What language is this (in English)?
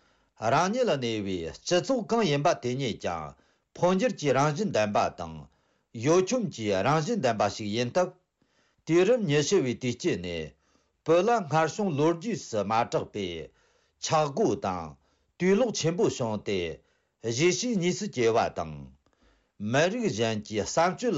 Tibetan